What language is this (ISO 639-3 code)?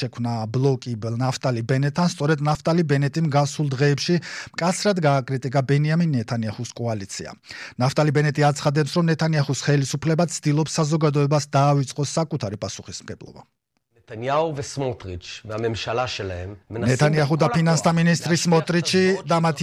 kat